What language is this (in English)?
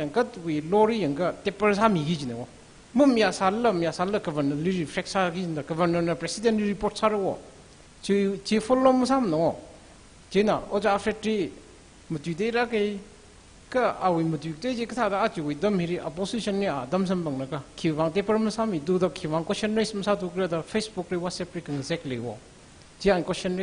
Tangkhul Naga (India)